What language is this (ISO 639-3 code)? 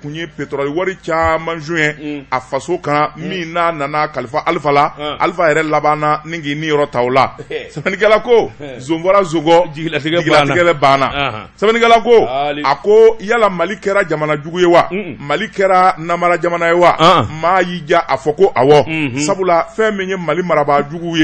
bam